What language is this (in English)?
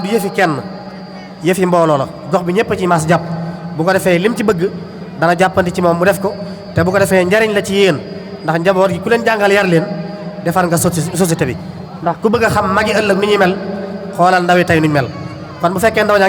Wolof